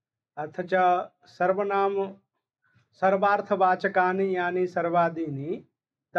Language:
Sanskrit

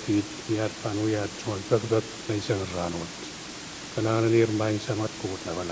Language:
Pohnpeian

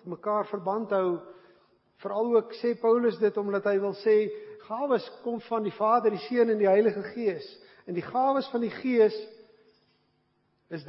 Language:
Afrikaans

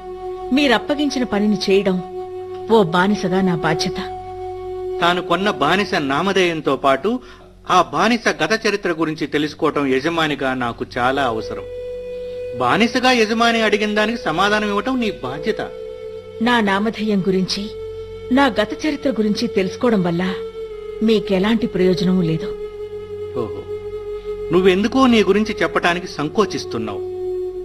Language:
Telugu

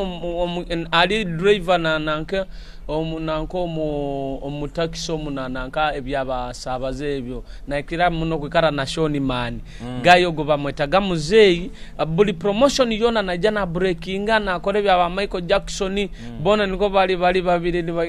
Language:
Nyoro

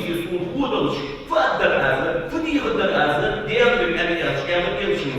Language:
Ingush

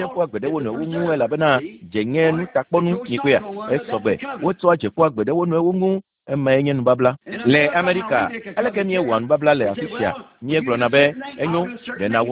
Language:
Ewe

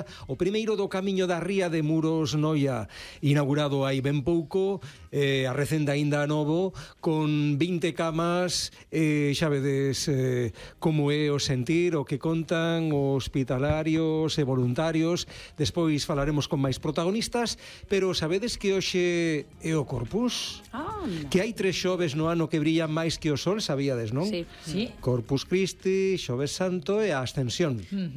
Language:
Galician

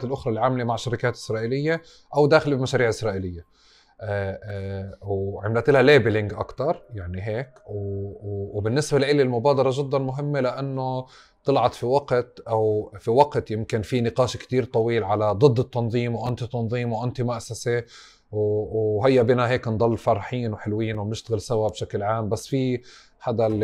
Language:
North Levantine Arabic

